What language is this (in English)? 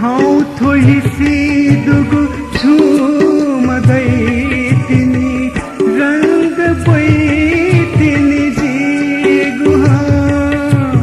Newari